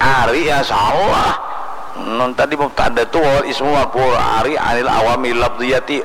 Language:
Banjar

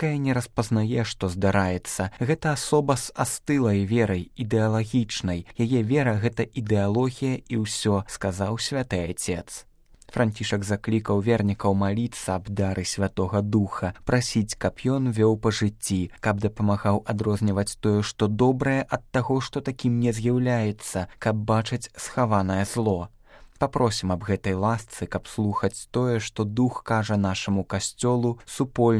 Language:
Belarusian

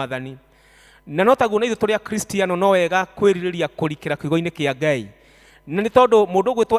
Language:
Kikuyu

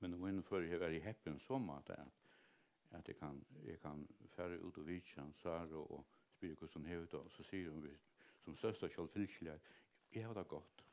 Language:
Faroese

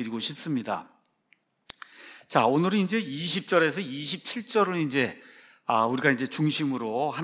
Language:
Korean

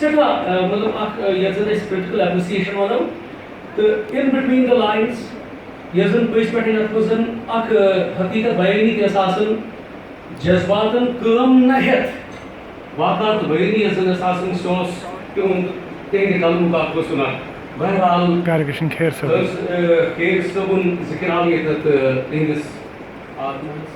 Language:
Kashmiri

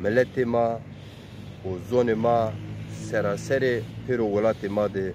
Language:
Zaza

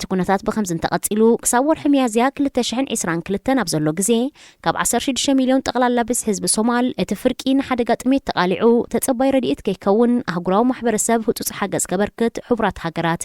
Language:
Tigrinya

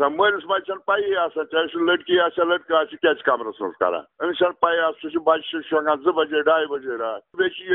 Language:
Kashmiri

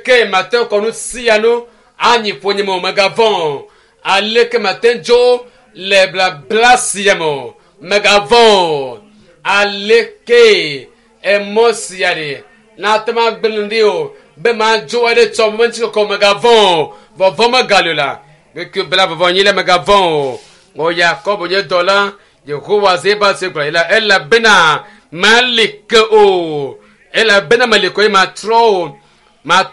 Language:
Ewe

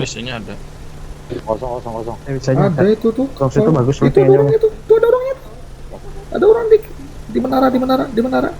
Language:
Banjar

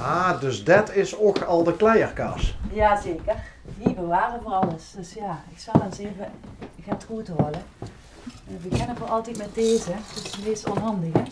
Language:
Limburgish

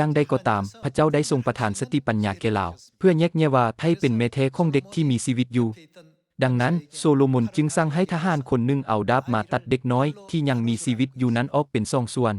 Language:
Lao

